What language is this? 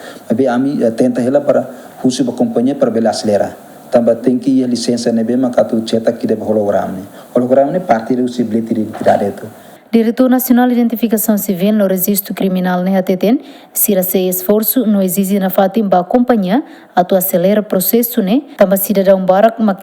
Tetum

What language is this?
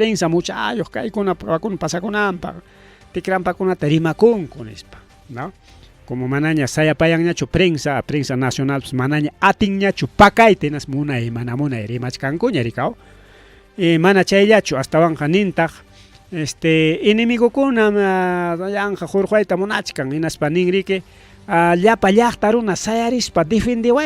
Ayacucho Quechua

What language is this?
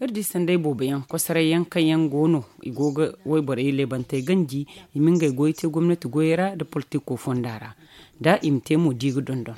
Zarma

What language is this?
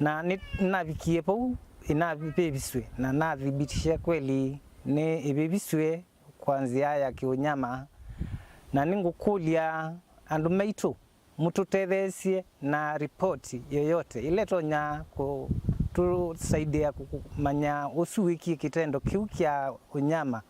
Kamba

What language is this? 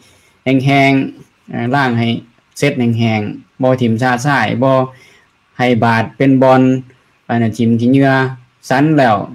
Lao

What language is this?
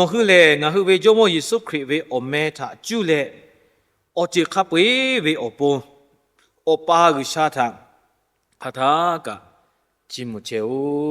Lahu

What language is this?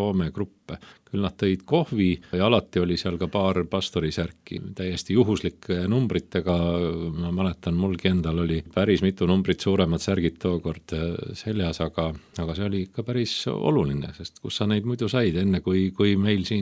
Estonian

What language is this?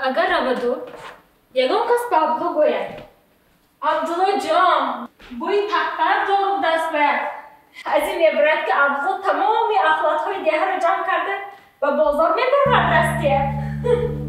Tajik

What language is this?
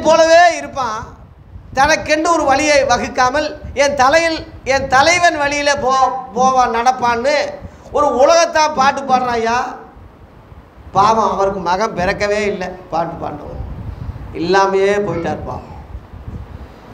Tamil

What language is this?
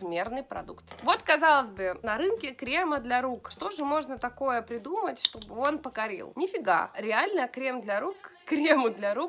Russian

